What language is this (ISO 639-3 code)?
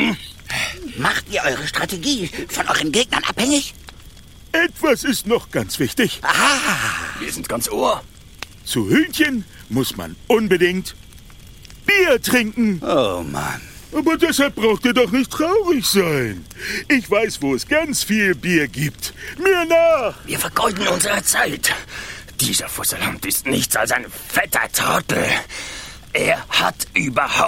deu